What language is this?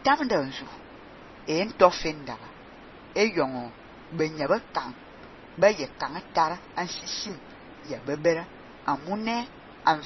Fang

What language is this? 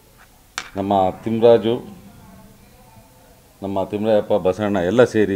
Kannada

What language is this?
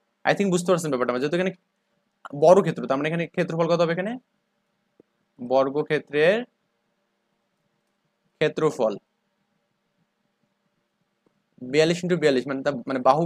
Bangla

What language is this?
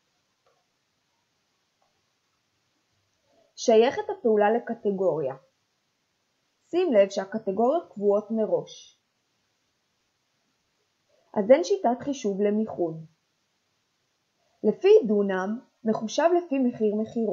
Hebrew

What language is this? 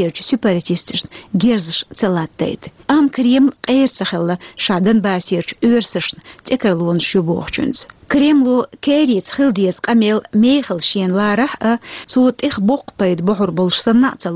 Chechen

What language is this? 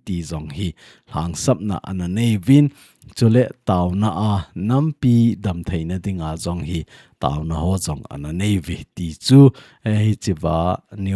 Thado Chin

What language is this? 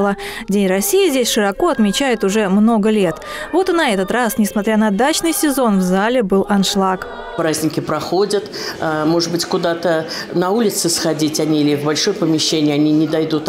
Russian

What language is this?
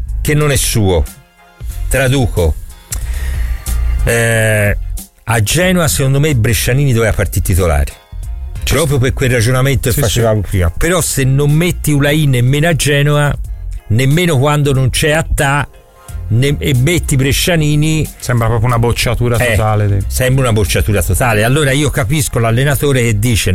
Italian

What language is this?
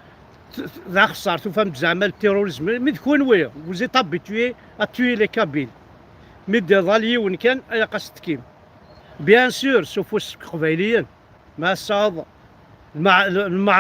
Kabyle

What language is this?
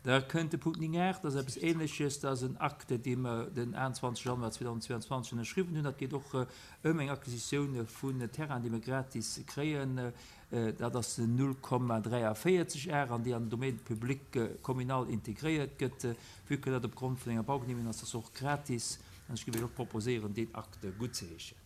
Luxembourgish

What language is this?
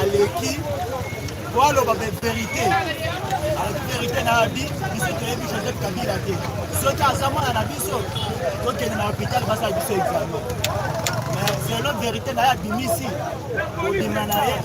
Lingala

